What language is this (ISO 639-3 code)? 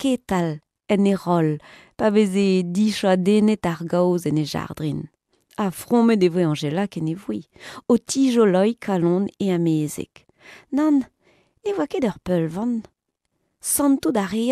bre